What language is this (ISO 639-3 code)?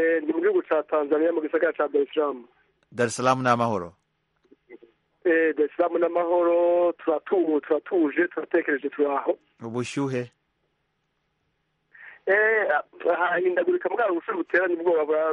kin